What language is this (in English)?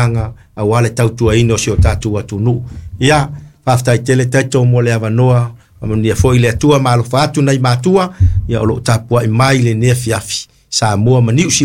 Samoan